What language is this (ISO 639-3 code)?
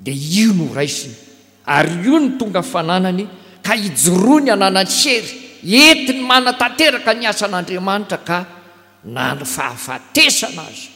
mlg